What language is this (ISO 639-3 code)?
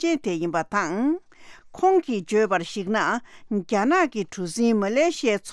bod